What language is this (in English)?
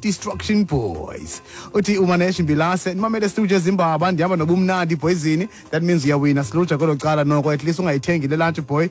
Xhosa